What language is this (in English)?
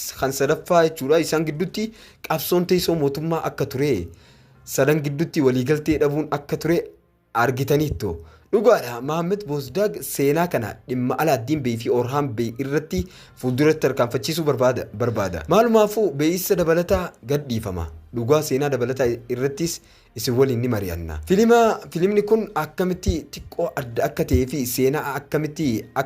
Oromo